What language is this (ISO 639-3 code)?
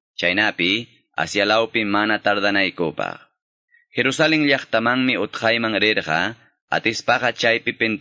que